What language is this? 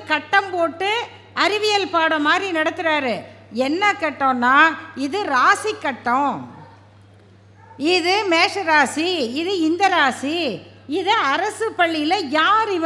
Tamil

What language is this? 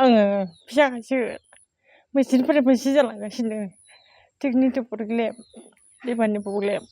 Bodo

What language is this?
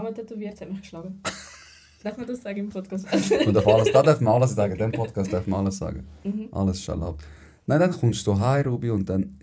Swiss German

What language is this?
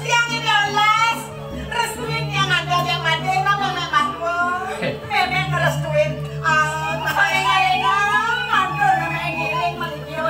Balinese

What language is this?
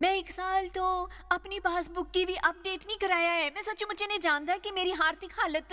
Dogri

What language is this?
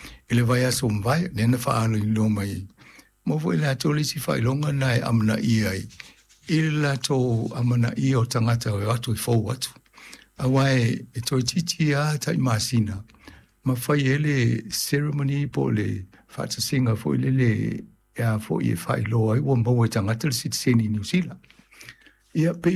Samoan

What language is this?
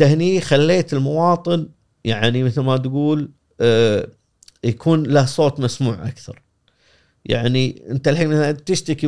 Gulf Arabic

